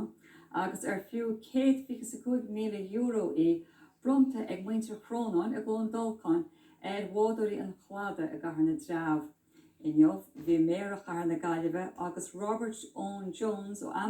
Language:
Irish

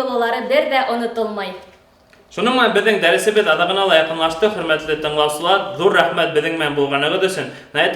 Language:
Bashkir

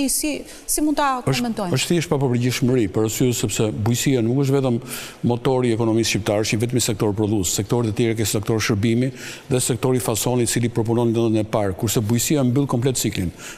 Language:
Albanian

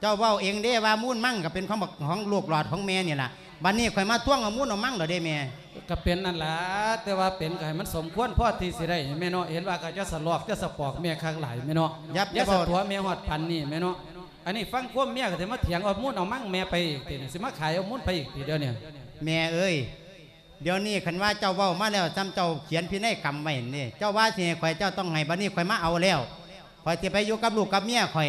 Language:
Lao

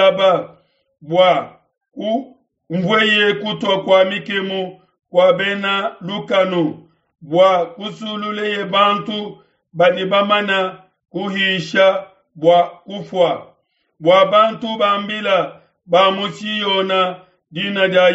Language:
Luba-Lulua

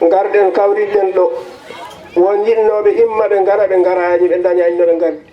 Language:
Fula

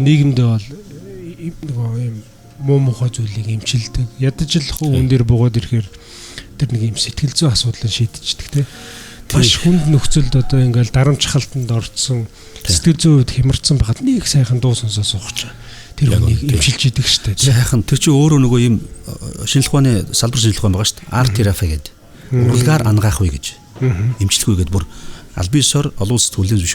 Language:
Mongolian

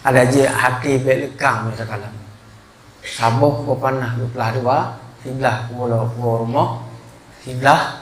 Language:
Achinese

